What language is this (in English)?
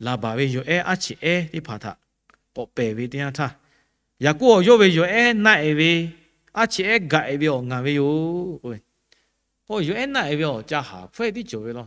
Lahu